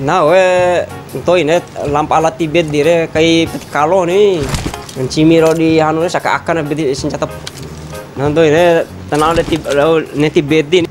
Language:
Bima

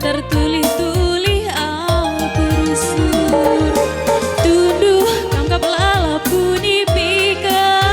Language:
Batak Karo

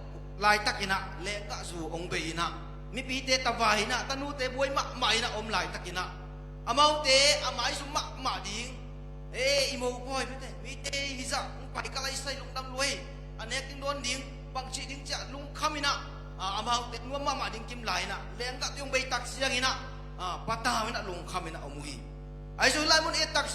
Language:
Tedim Chin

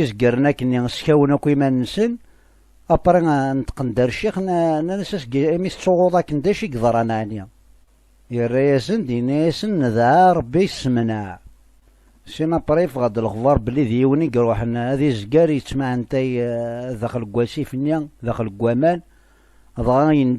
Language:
Kabyle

